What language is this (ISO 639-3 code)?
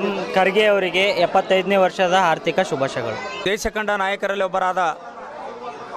kan